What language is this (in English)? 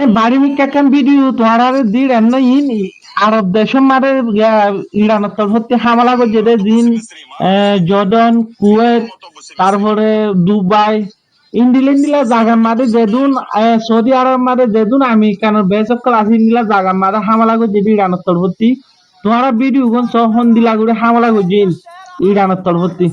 Rohingya